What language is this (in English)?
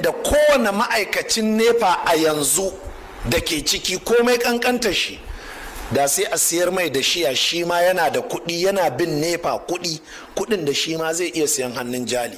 Hausa